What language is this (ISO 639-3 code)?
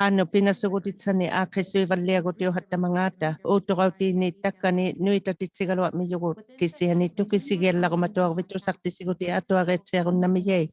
iku